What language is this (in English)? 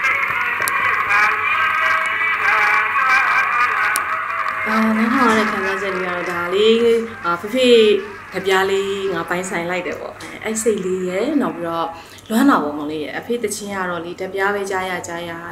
Burmese